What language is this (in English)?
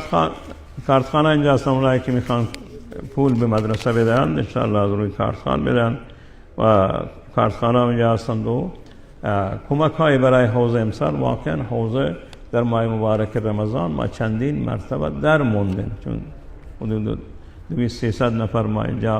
Persian